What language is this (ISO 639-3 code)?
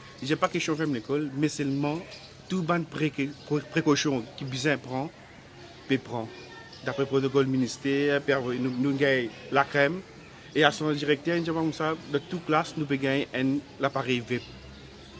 mfe